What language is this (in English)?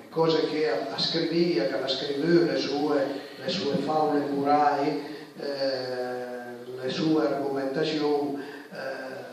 Piedmontese